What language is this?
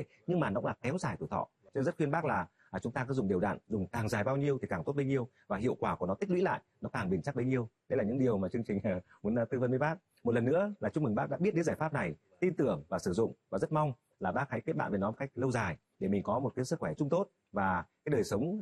Vietnamese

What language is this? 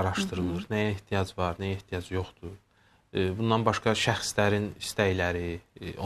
Azerbaijani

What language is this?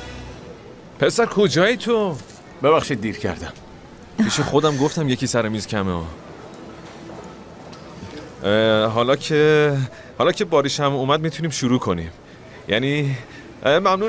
Persian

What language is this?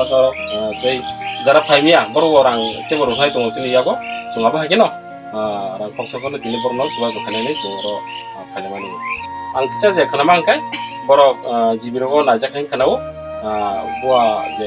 Kok Borok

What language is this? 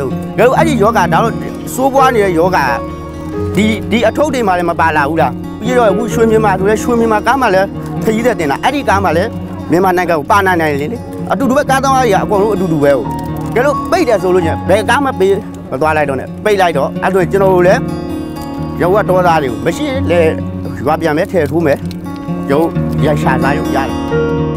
Burmese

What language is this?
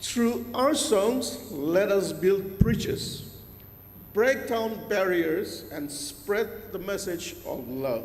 Ao Naga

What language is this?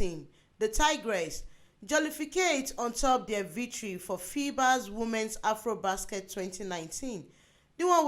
Nigerian Pidgin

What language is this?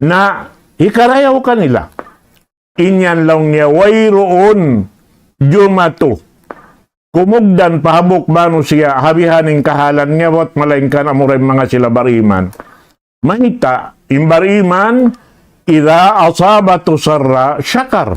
Tausug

